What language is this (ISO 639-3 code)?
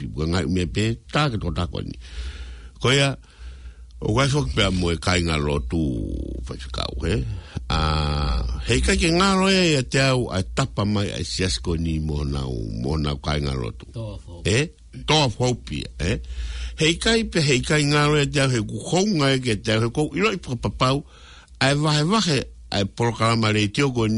ton